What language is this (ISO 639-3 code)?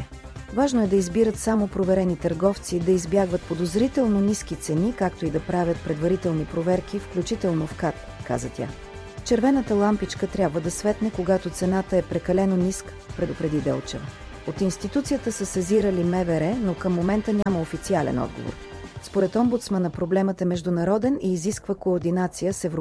bul